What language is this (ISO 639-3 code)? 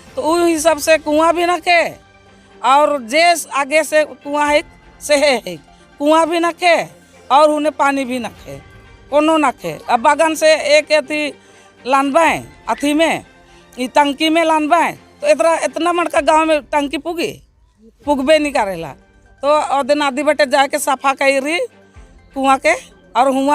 sck